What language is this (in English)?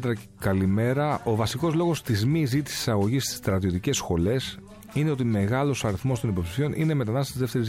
Greek